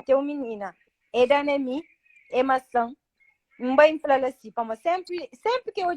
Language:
Kabuverdianu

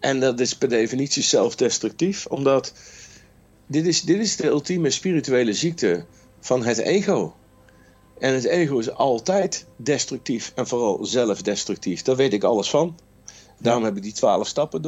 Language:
Dutch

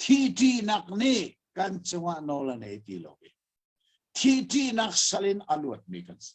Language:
Hakha Chin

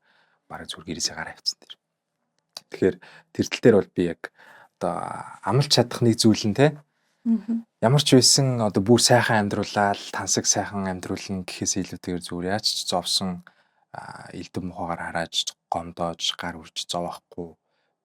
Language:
Mongolian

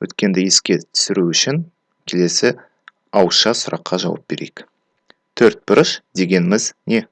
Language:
Kazakh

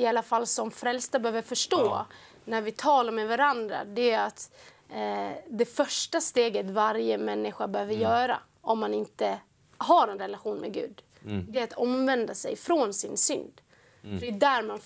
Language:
Swedish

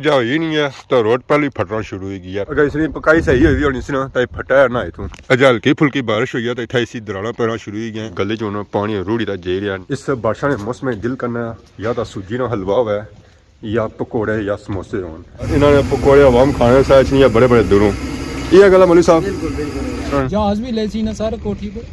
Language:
Pahari-Potwari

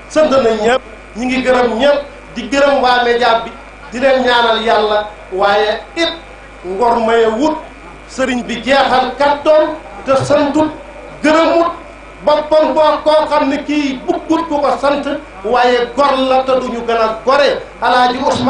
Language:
Wolof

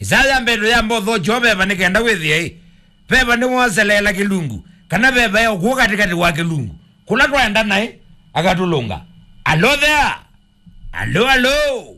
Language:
Kamba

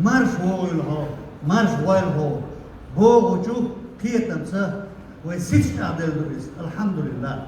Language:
Chechen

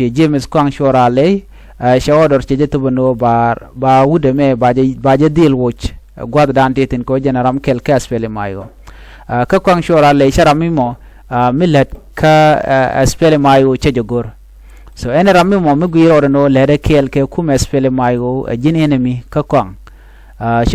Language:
Nuer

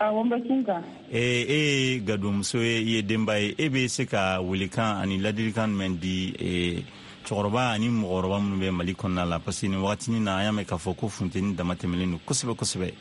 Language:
Bambara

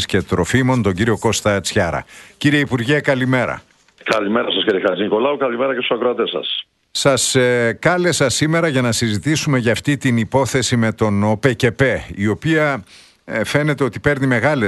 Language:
Greek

